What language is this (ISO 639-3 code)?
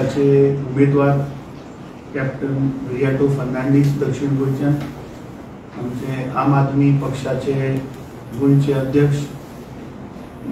kok